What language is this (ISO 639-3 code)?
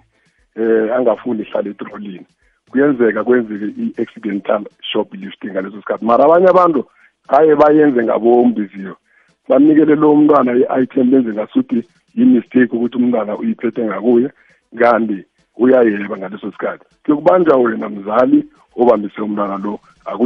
nbl